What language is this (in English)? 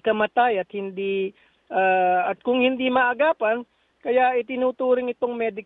Filipino